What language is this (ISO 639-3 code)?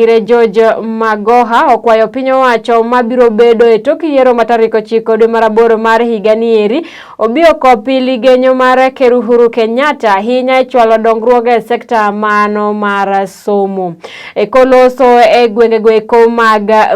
luo